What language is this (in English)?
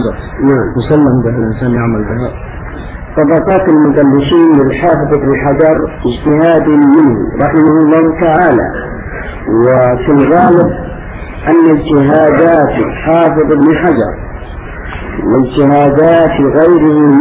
Arabic